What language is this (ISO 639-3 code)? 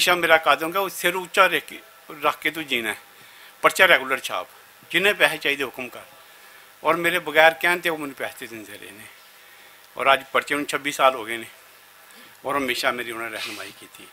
lah